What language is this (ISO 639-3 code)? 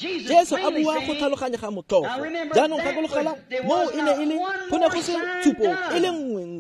tsn